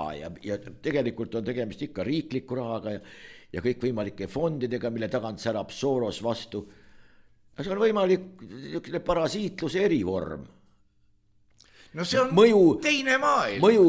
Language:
Estonian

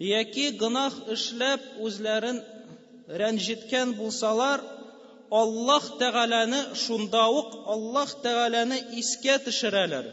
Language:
Tatar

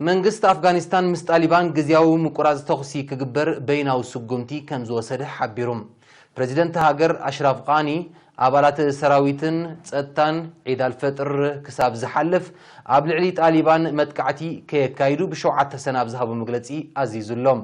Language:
Tigrinya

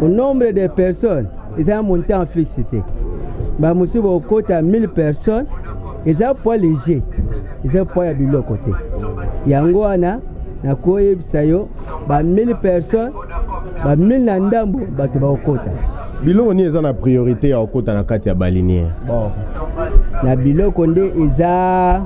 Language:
Lingala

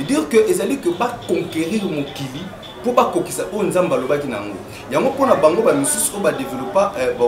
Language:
Lingala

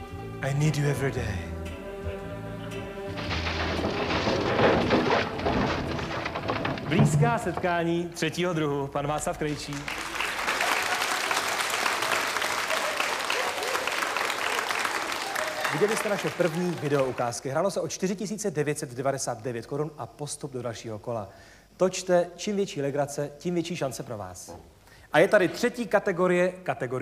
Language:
Czech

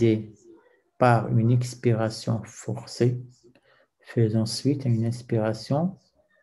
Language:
French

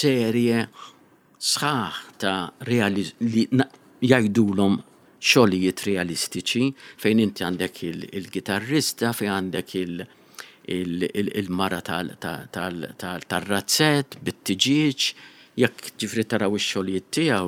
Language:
Maltese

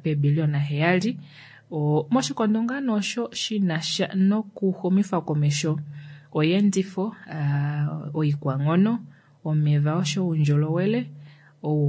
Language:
Kuanyama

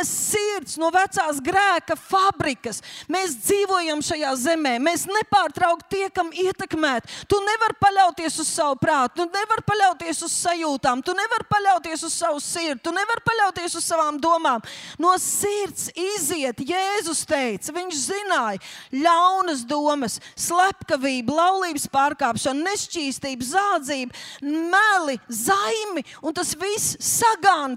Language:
Latvian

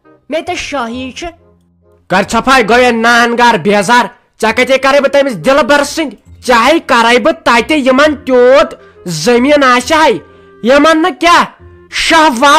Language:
Kashmiri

